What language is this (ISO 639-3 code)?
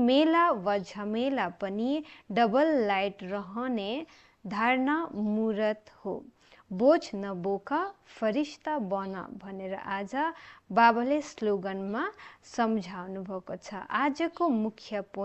nep